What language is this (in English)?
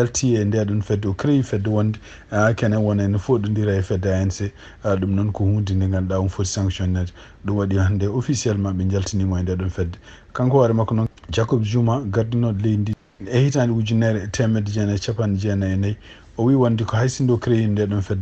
Fula